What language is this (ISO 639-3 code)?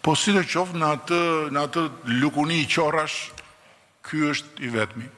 sqi